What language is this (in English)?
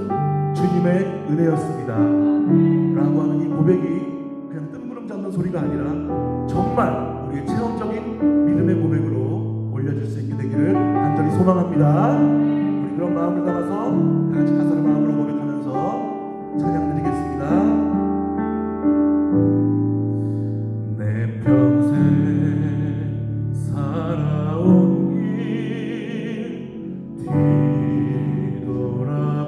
Korean